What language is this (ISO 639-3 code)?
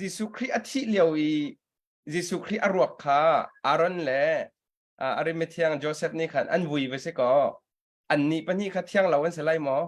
cnh